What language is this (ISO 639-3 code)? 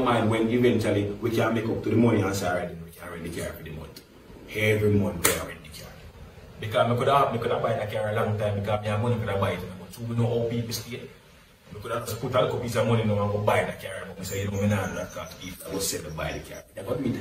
jam